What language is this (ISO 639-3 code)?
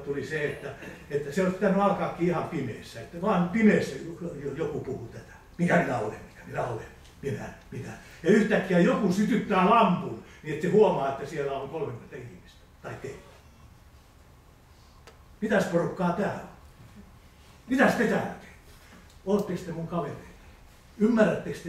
fin